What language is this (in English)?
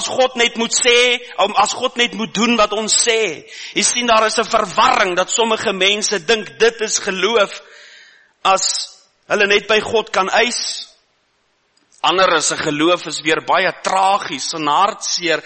Afrikaans